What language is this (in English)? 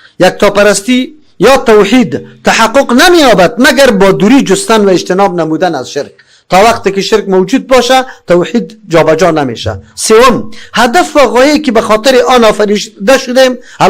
Persian